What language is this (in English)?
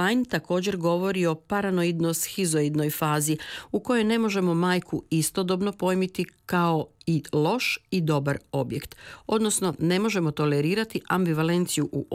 Croatian